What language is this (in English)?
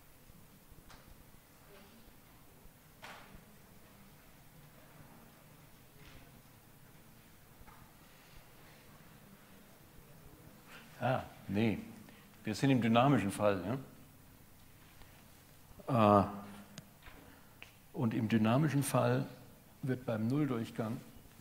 German